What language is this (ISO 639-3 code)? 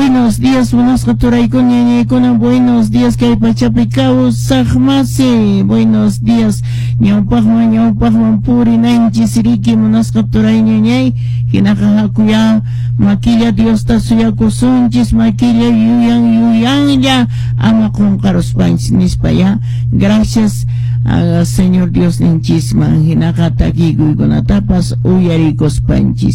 que